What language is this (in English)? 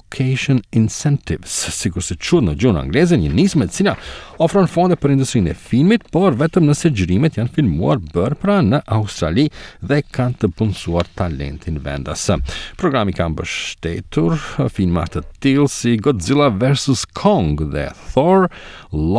Albanian